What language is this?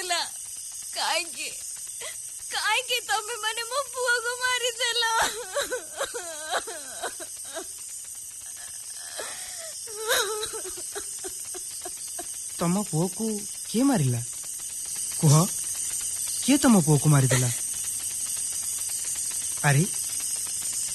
Odia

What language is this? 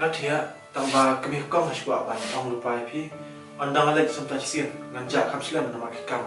Khasi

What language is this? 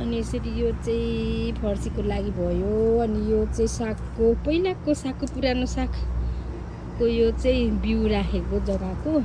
Nepali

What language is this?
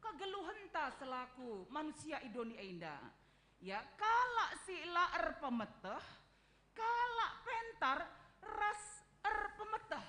Batak Karo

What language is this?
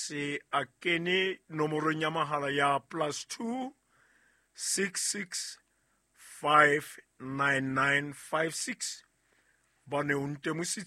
Southern Sotho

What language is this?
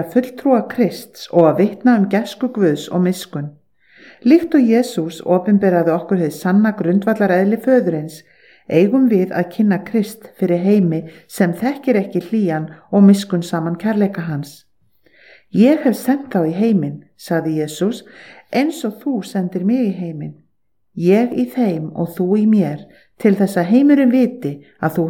Icelandic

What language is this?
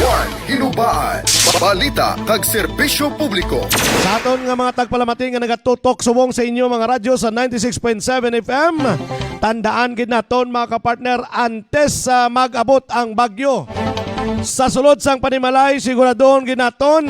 Hiligaynon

